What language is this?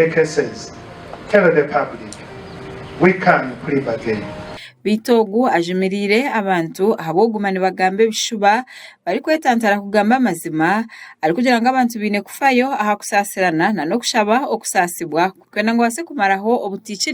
Nyankole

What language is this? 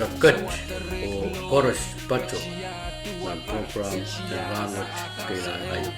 Pohnpeian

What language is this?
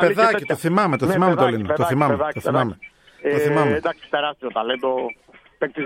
Greek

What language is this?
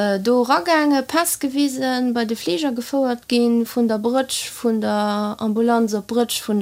Luxembourgish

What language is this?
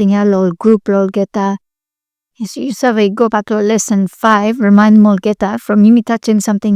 Bislama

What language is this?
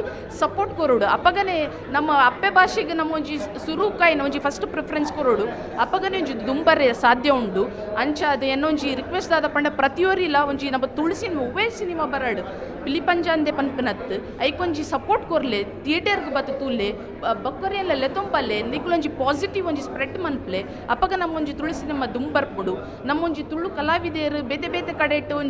Tulu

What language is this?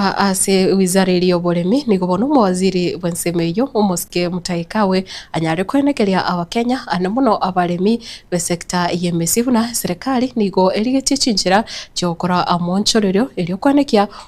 Gusii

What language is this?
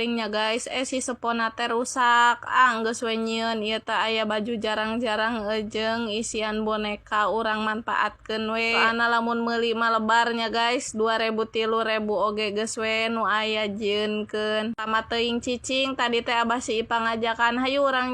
Sundanese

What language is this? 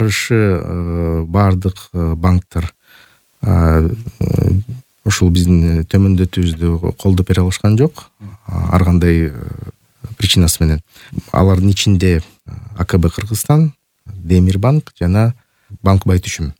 Kyrgyz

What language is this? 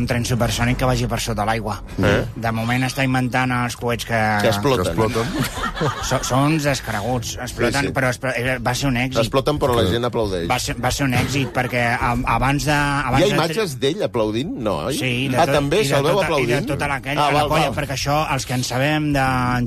Catalan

